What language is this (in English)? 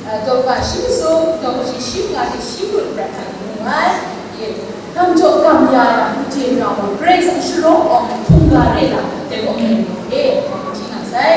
Kachin